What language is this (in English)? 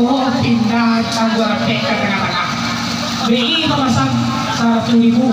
Minangkabau